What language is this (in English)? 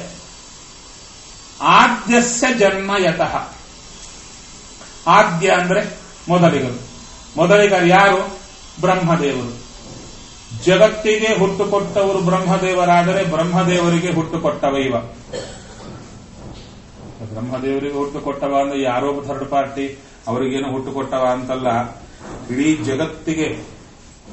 Kannada